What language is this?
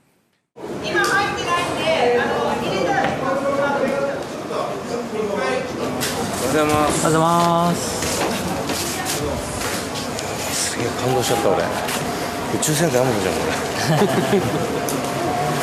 Japanese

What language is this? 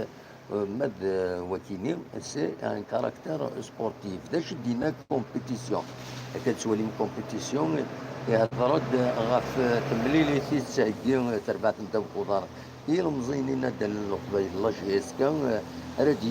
Kabyle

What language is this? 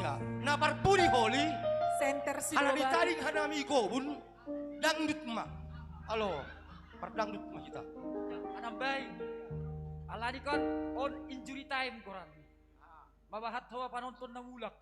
Batak Simalungun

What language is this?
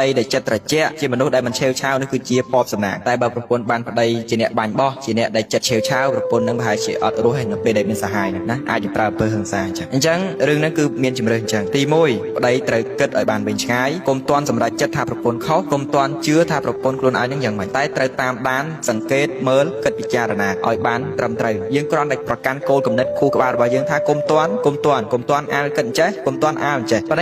Khmer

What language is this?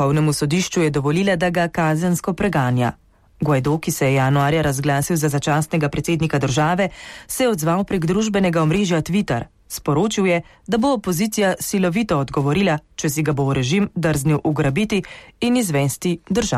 Slovenian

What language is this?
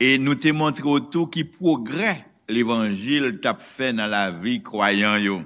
Haitian Creole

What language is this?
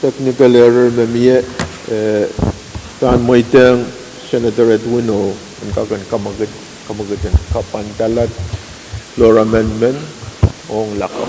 Pohnpeian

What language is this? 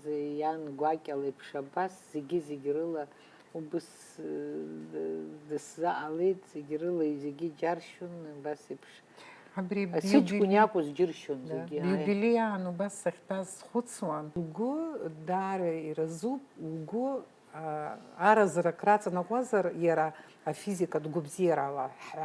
Abkhazian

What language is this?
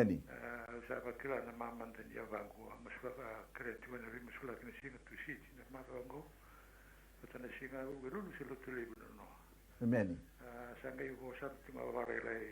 Fijian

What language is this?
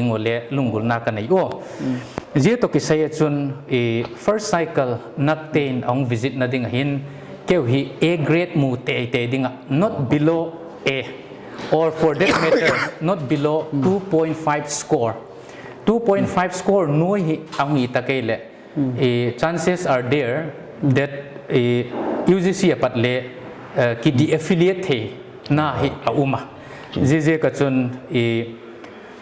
Paite Chin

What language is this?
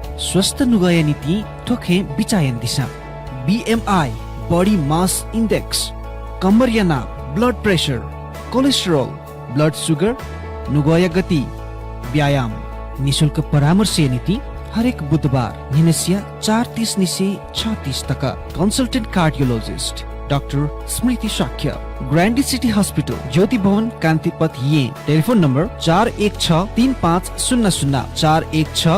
Newari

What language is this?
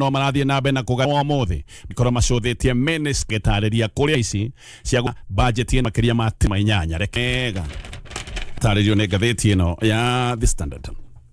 Kikuyu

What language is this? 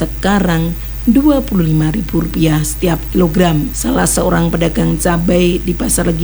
Indonesian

